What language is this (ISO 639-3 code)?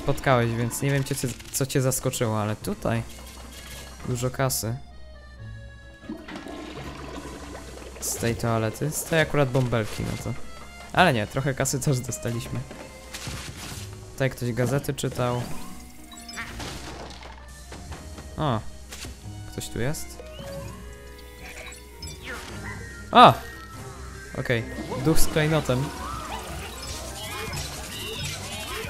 pol